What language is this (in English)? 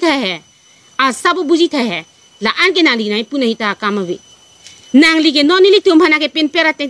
Karbi